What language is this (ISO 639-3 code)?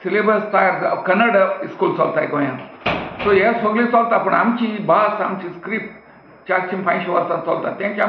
kok